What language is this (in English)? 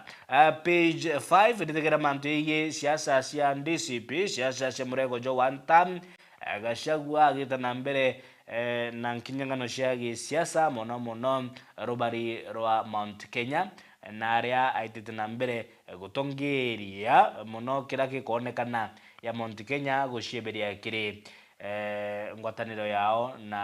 Meru